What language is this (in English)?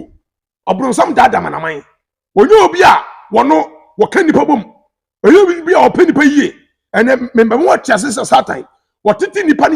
Akan